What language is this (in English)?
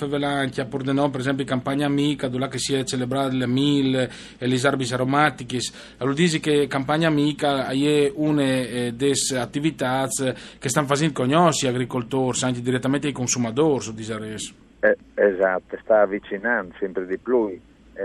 Friulian